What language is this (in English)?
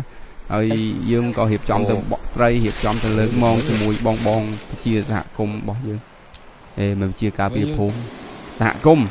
Khmer